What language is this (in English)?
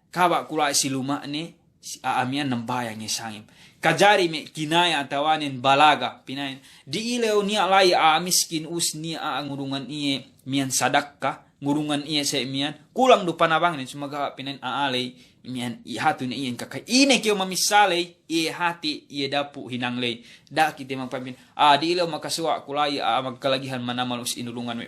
Yakan